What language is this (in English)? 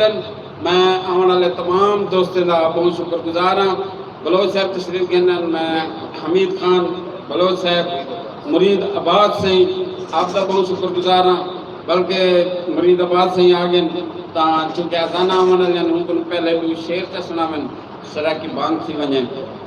Saraiki